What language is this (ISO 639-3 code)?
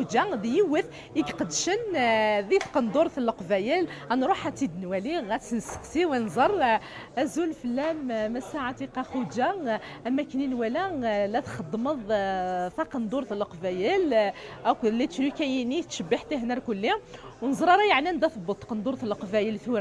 kab